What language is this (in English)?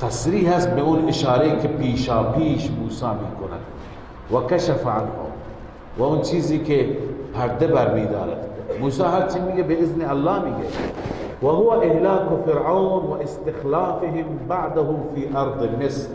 Persian